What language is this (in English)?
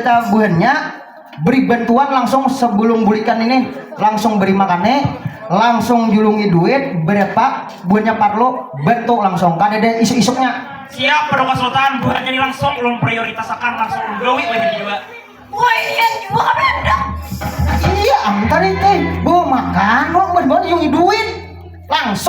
Banjar